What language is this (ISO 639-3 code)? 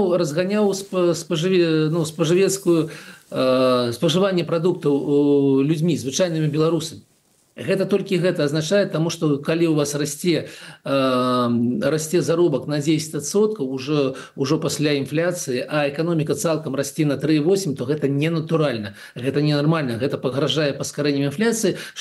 bel